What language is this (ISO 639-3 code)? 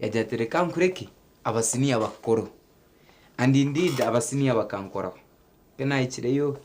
nyn